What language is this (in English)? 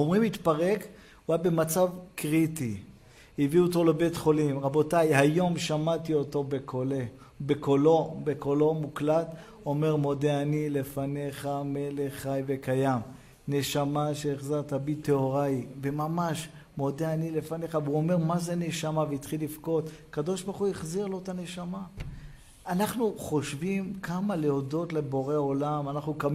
Hebrew